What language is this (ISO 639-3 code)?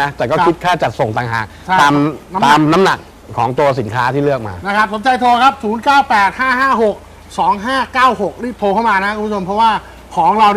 tha